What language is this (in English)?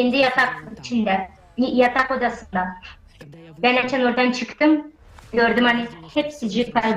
Gagauz